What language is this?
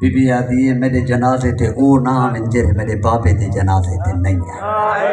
Saraiki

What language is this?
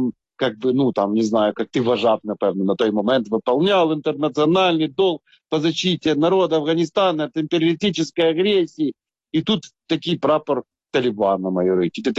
Ukrainian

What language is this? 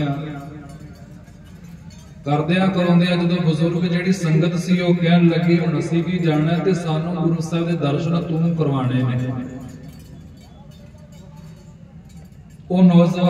Punjabi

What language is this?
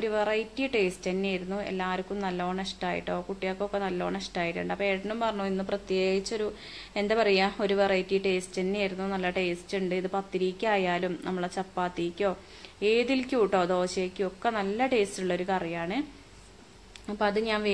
Malayalam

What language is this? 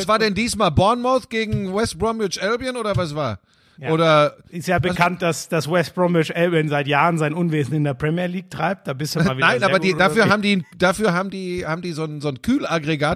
German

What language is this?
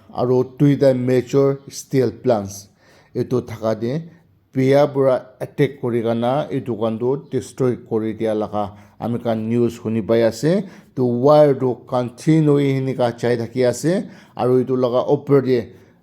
Naga Pidgin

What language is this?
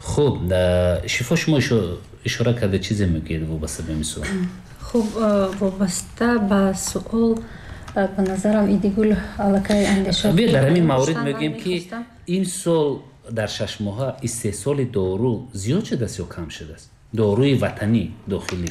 Tajik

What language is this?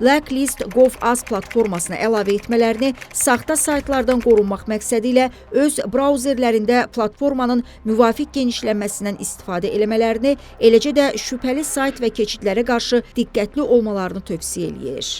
Azerbaijani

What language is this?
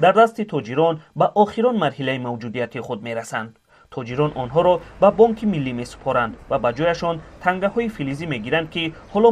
Tajik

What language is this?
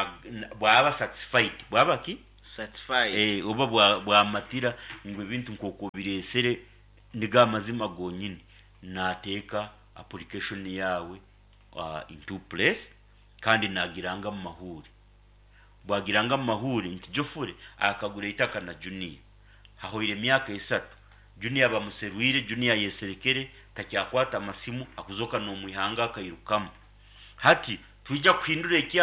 Nyankole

